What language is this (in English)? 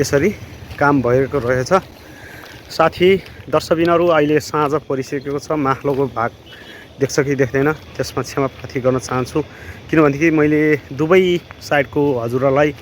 Nepali